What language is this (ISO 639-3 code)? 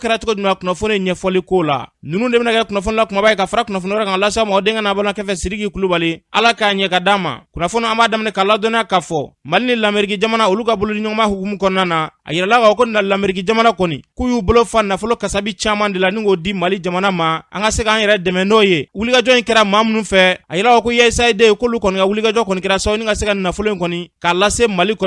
bam